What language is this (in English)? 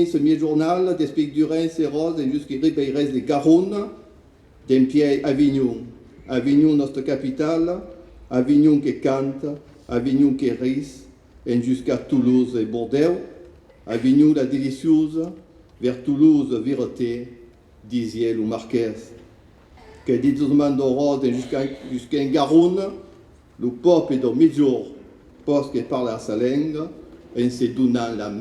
Occitan